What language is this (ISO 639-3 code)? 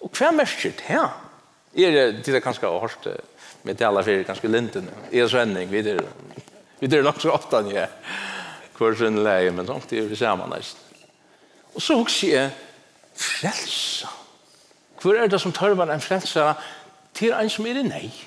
fao